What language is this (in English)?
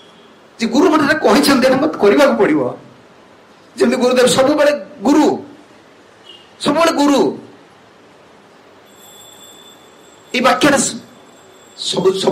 Odia